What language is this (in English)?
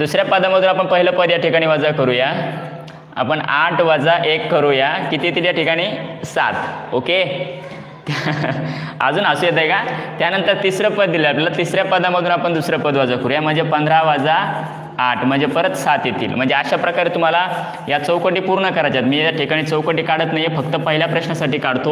Marathi